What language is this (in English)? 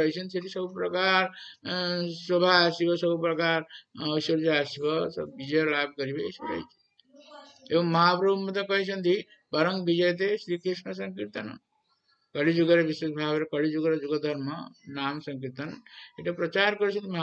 Odia